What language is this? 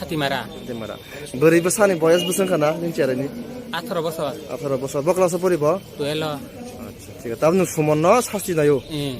Riang (India)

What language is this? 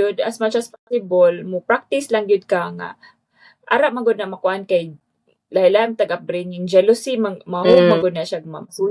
Cebuano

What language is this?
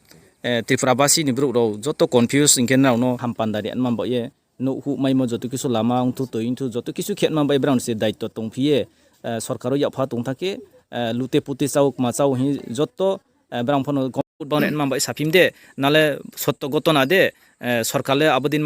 Riang (India)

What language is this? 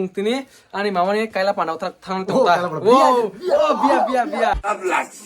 Kok Borok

